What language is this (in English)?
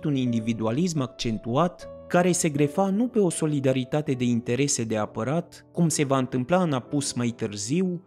Romanian